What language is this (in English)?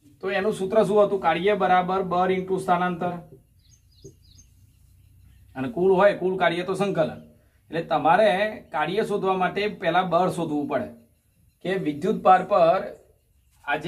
Gujarati